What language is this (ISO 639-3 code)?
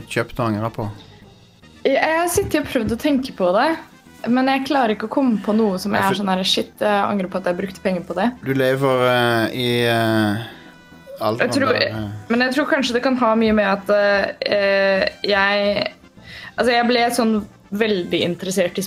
nor